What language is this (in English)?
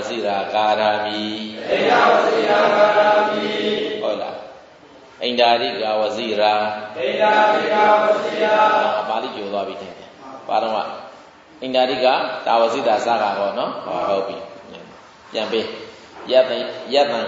Burmese